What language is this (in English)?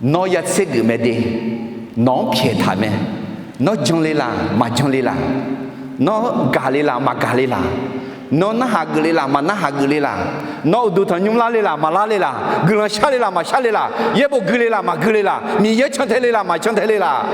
Akha